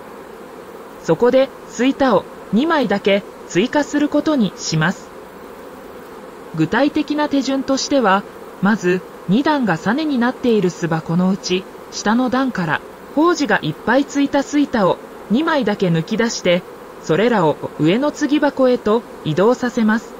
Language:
Japanese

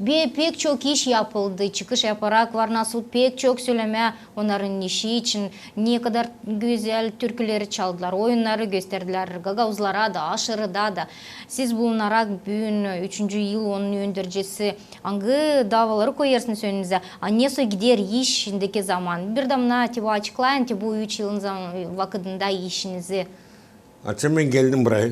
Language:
Gagauz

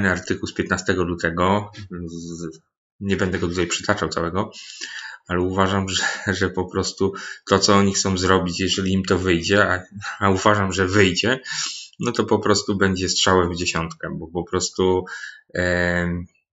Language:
Polish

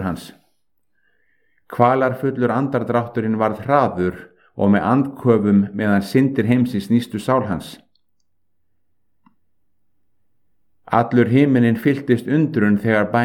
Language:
Icelandic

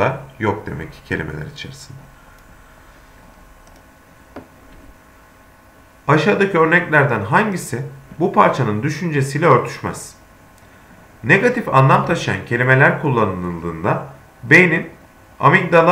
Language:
Turkish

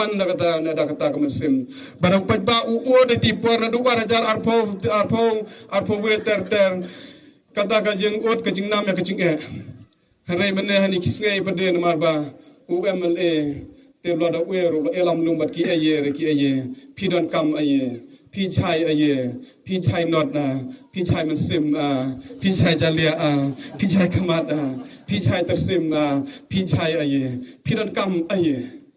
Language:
Khasi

